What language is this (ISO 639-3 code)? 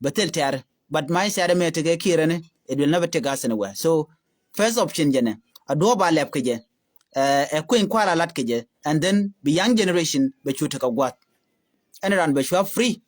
nus